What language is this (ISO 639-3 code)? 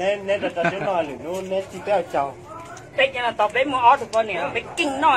hmn